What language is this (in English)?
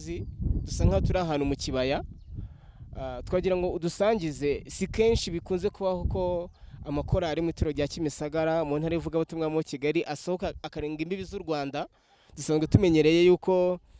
Kinyarwanda